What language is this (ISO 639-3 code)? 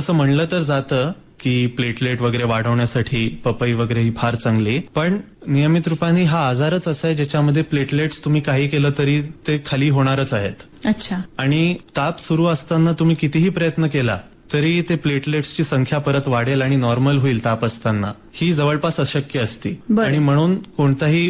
mar